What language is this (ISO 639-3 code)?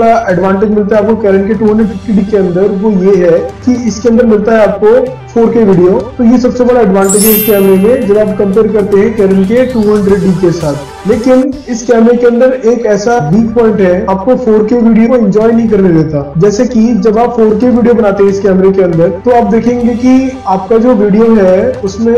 hin